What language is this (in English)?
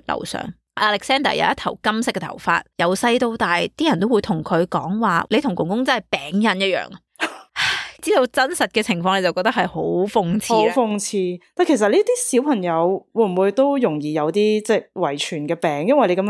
Cantonese